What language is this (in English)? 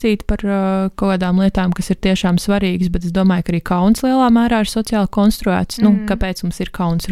Latvian